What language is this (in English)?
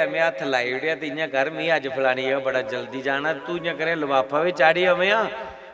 Dogri